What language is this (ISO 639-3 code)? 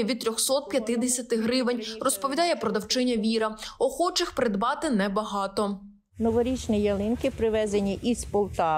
ukr